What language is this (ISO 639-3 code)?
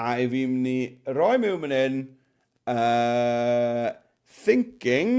cym